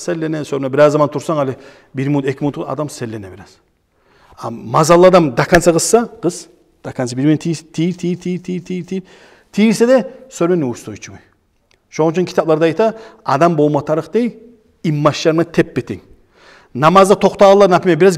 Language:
Kumyk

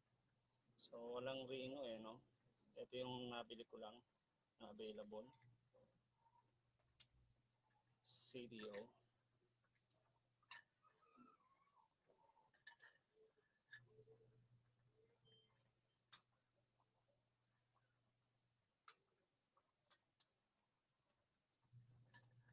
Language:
Filipino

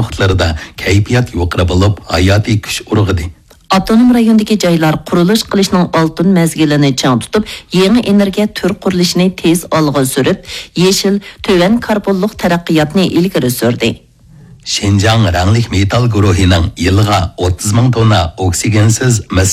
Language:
Uyghur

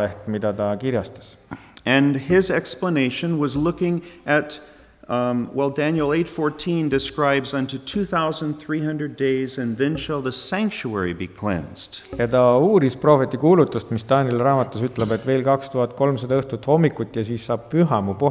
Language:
Estonian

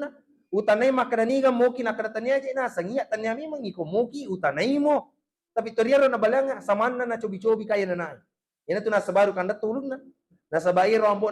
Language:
Buginese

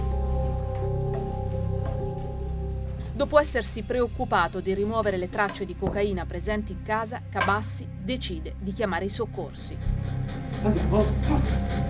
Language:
Italian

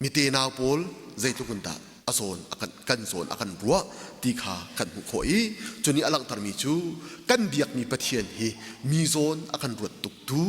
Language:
Hakha Chin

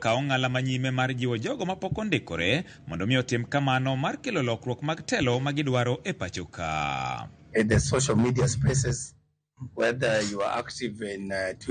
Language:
Luo (Kenya and Tanzania)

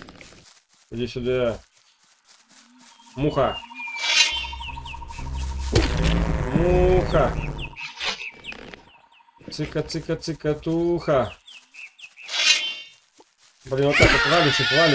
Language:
Russian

